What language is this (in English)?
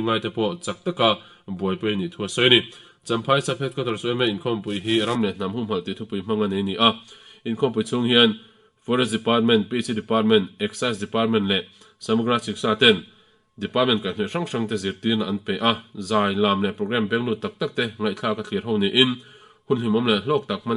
Mizo